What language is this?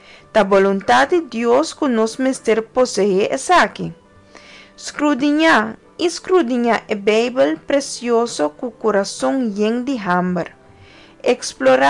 Papiamento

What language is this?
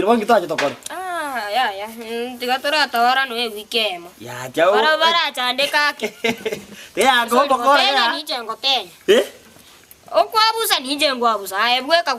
Gusii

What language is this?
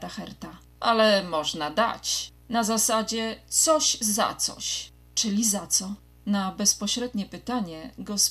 Polish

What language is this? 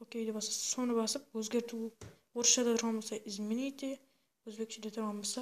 Kara-Kalpak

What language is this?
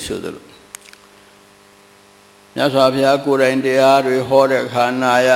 Burmese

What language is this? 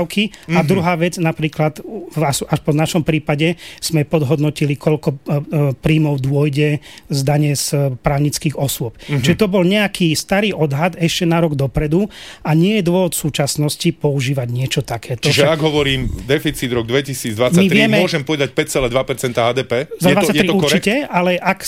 Slovak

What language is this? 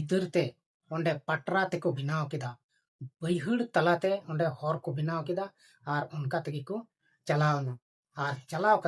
Santali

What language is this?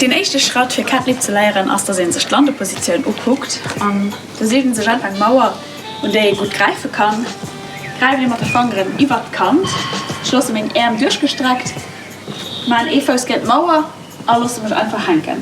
Luxembourgish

